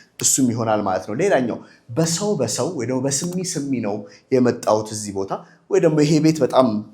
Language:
Amharic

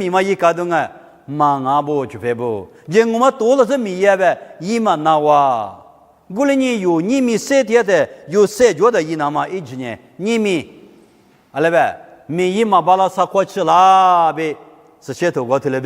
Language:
Lisu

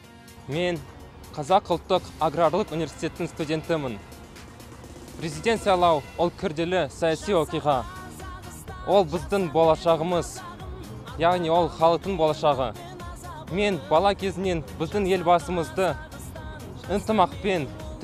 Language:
Kazakh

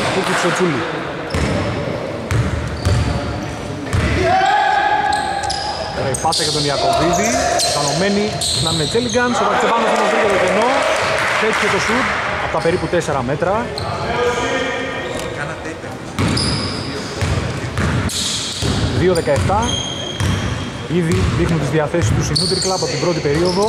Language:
Greek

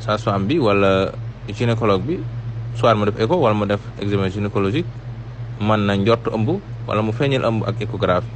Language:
Wolof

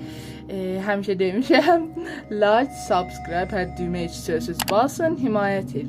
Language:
South Azerbaijani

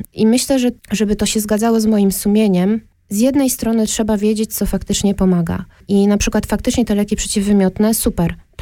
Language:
Polish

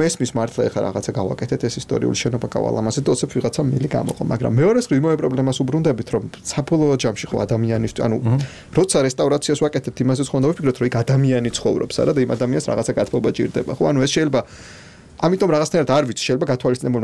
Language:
Georgian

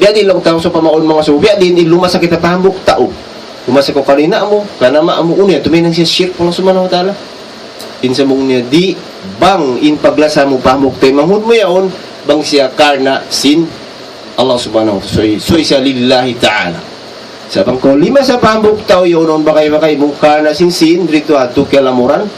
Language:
Tausug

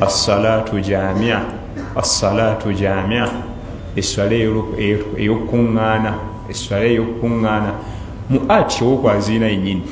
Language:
Ganda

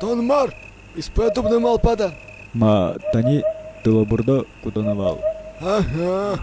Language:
Udmurt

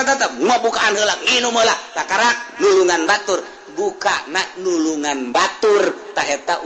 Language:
Sundanese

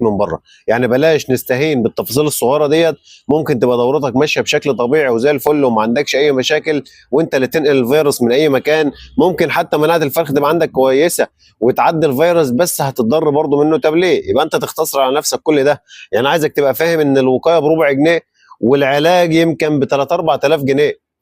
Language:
Egyptian Arabic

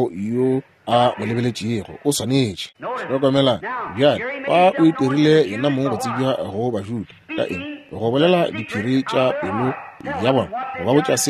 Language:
Northern Sotho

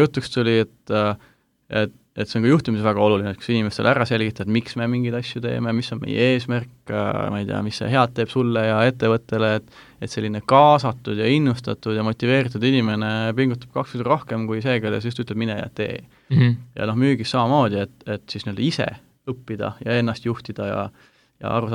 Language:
Estonian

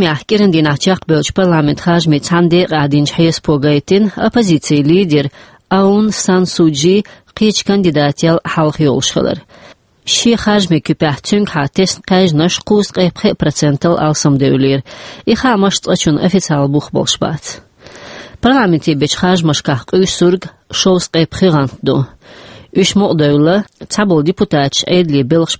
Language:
Chechen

